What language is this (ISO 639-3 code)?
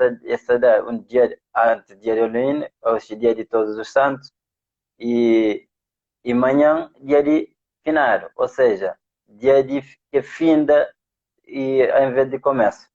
kea